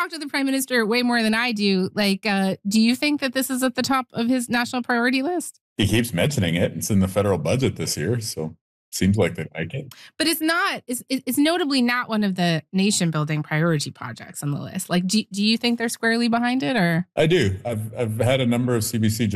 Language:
English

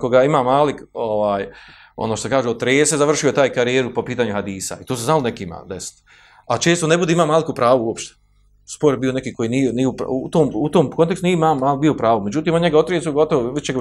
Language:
Bosnian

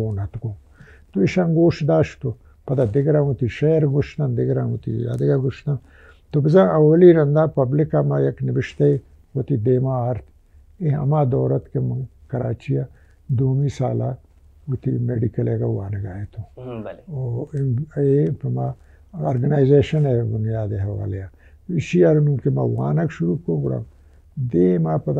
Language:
Baluchi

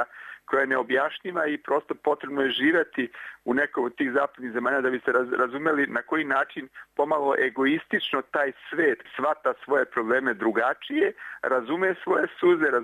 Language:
Serbian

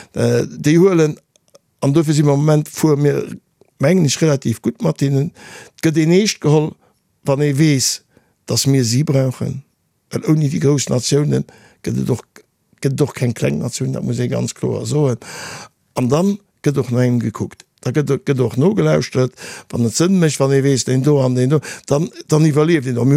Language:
Luxembourgish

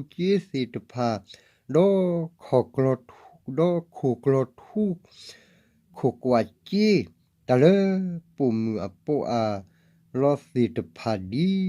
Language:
S'gaw Karen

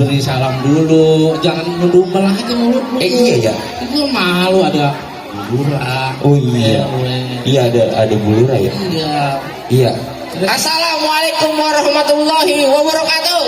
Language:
Betawi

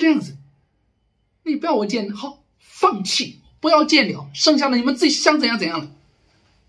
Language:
Chinese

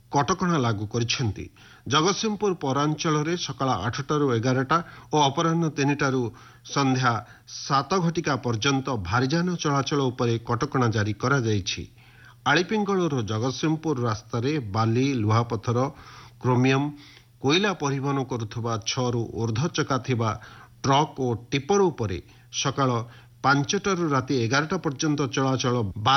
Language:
Odia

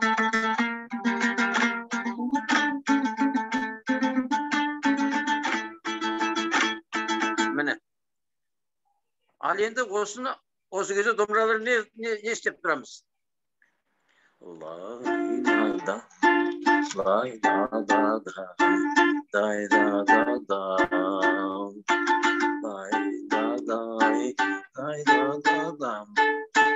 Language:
Kazakh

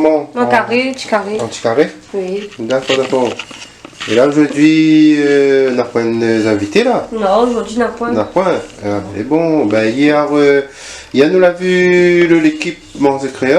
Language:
Réunion Creole French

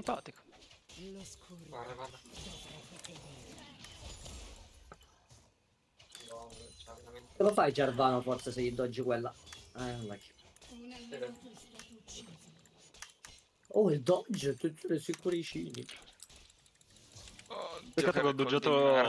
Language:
Italian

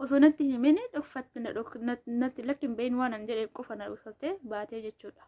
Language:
Oromo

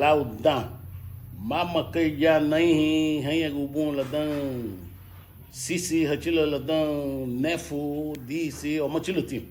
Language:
Garifuna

